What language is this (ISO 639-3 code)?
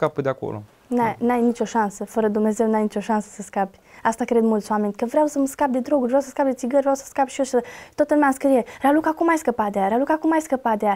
ron